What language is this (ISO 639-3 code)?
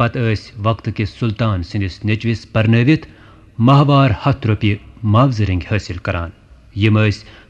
kas